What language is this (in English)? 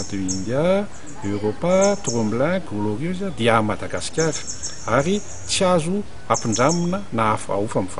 Malagasy